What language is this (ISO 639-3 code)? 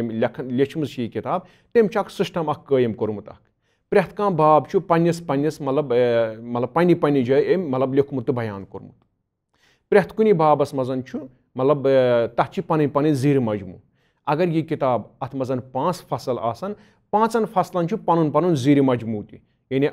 kas